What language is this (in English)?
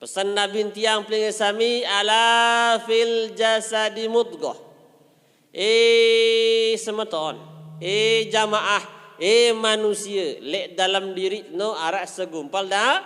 Sasak